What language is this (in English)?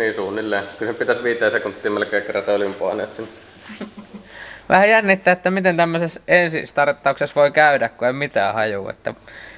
Finnish